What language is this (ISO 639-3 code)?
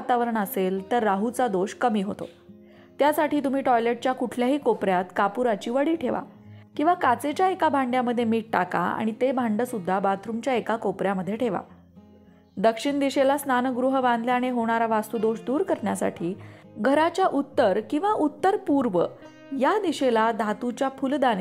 mar